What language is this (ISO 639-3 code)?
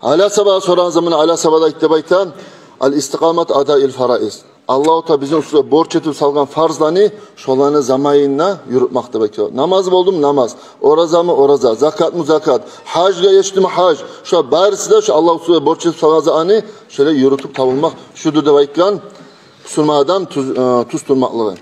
kum